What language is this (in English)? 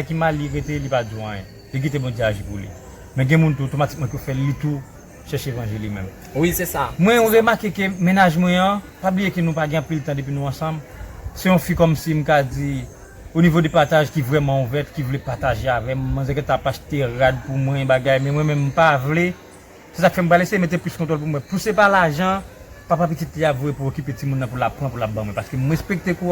Haitian Creole